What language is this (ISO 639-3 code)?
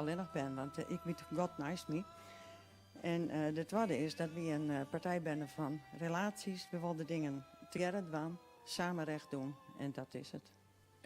fry